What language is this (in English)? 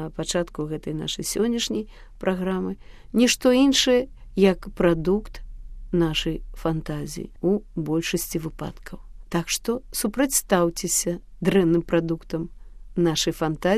Belarusian